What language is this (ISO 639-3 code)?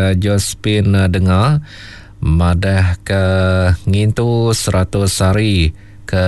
iba